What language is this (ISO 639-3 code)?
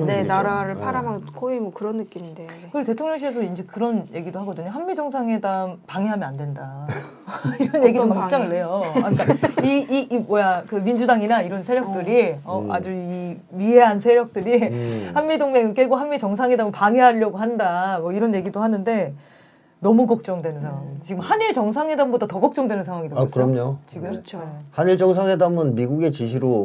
kor